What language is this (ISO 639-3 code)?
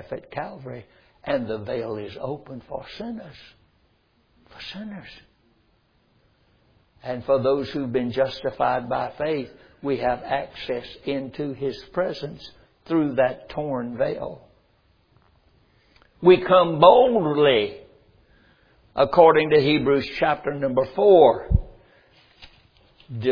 eng